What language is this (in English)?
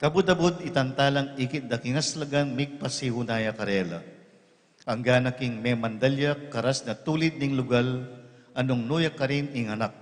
Pampanga